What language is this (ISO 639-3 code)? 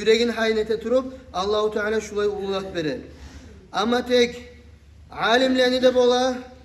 kum